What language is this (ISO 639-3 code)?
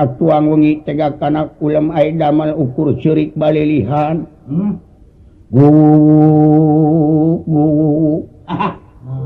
sun